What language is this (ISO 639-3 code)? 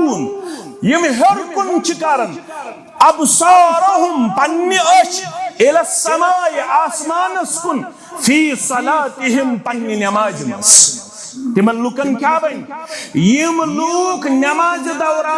kas